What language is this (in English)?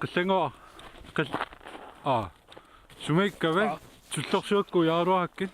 Kalaallisut